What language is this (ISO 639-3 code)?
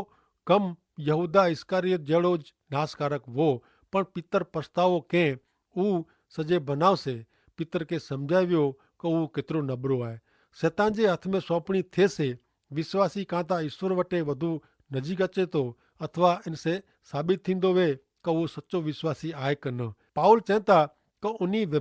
kfr